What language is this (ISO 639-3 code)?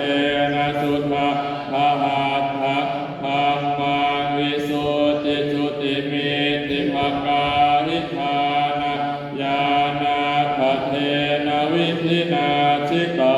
pli